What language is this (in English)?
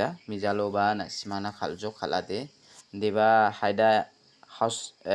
Garo